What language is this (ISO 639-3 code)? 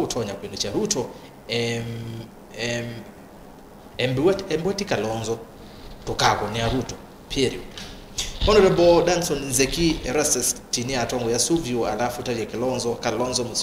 kam